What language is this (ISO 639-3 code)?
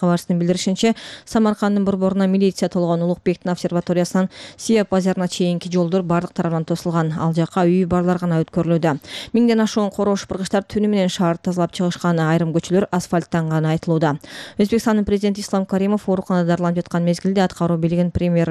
kir